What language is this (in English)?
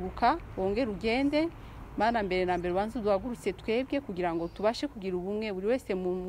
Kinyarwanda